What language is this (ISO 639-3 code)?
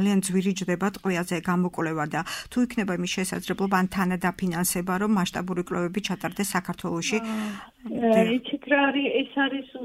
kat